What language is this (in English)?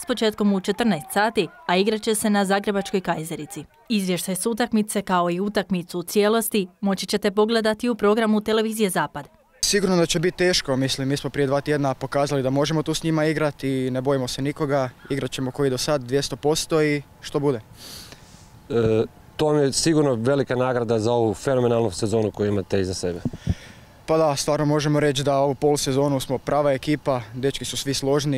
Croatian